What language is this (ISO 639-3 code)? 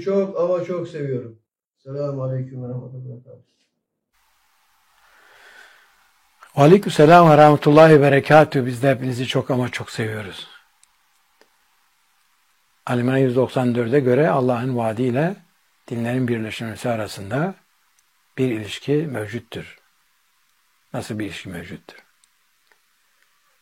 tur